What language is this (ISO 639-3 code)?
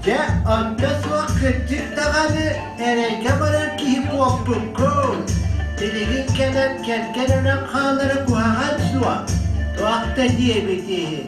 sah